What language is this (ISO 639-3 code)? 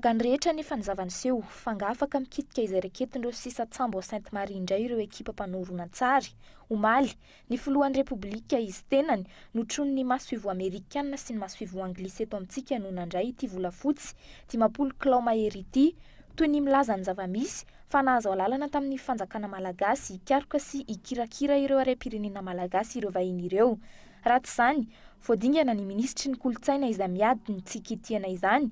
mlg